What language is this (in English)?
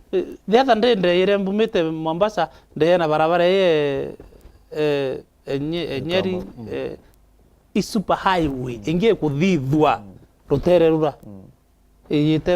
Meru